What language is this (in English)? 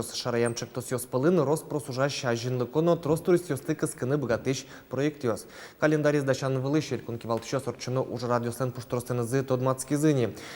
Udmurt